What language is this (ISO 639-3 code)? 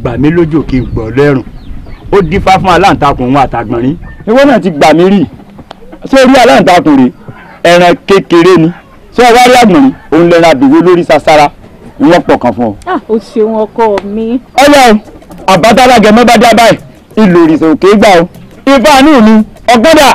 yor